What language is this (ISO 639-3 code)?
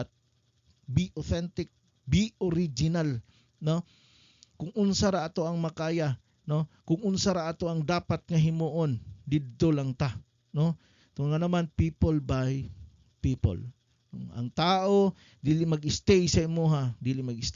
ceb